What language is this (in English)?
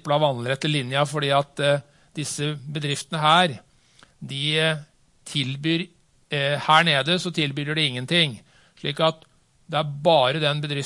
Norwegian